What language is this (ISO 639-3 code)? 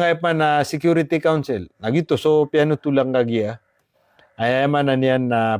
mrw